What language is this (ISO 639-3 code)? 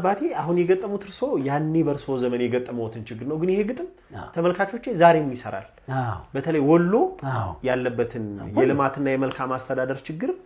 amh